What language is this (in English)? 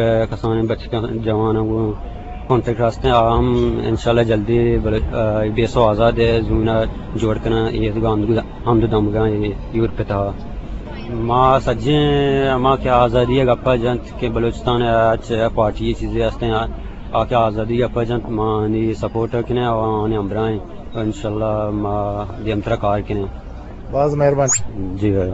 Eastern Balochi